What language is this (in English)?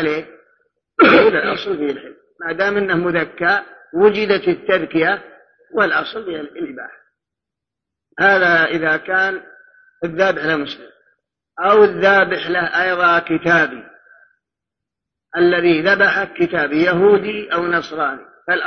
Arabic